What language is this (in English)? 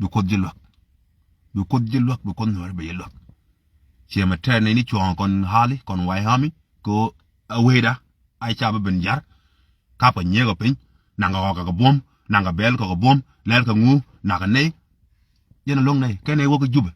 Nuer